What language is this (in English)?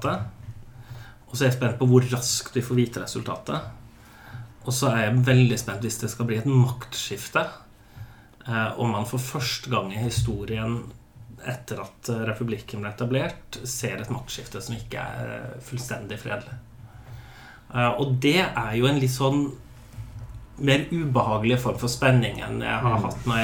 Norwegian